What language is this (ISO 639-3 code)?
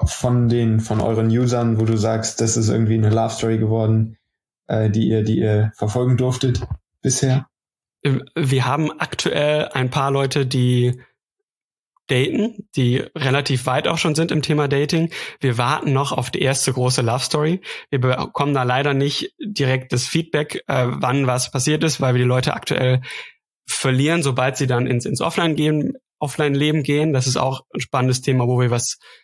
deu